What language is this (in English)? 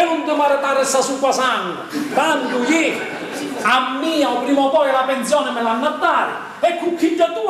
Sicilian